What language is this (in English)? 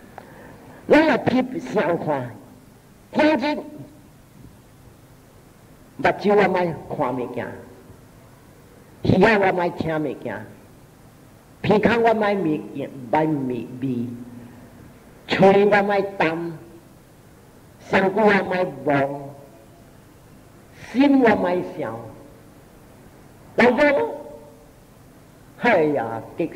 Min Nan Chinese